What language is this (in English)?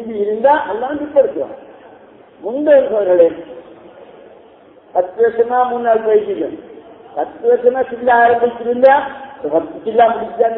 Tamil